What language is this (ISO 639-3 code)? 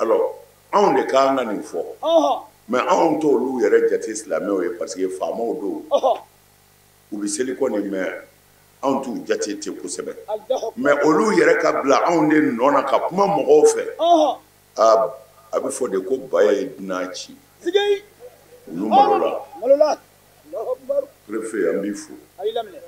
bam